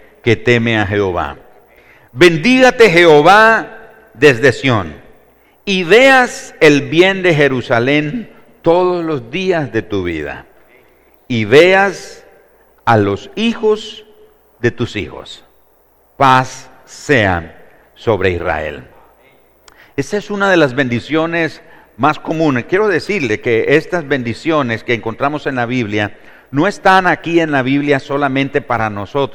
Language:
Spanish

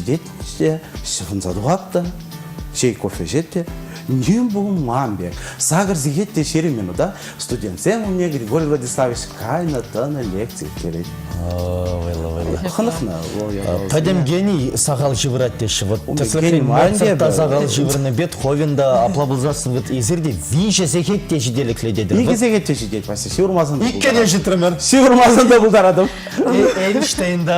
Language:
Chuvash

